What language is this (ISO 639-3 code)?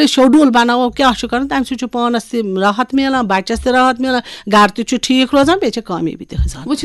kas